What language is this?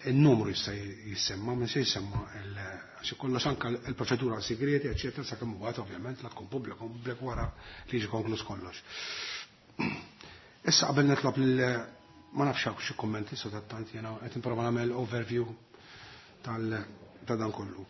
Maltese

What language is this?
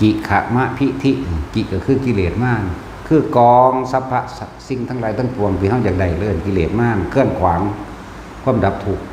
Northeastern Thai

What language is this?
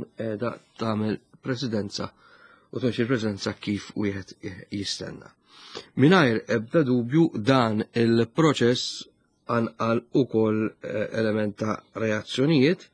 Maltese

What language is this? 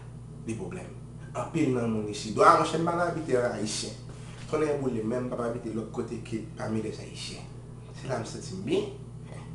Haitian Creole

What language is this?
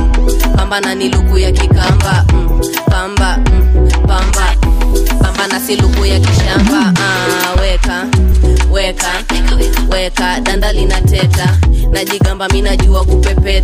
Swahili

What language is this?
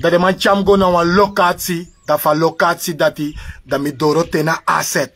Sranan Tongo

